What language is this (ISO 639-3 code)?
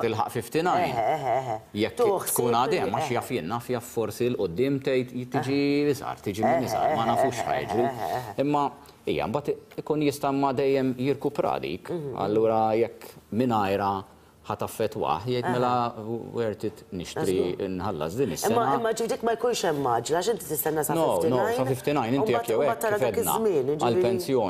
mlt